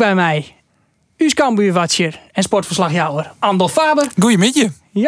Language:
Western Frisian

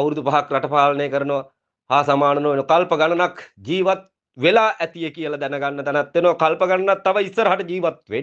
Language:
Sinhala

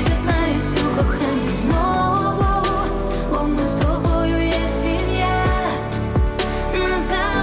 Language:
Ukrainian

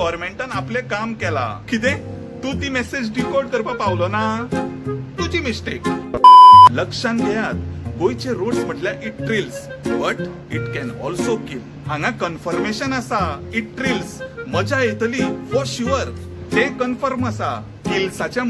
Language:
Konkani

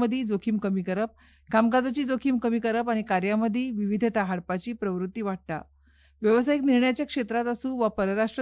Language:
Konkani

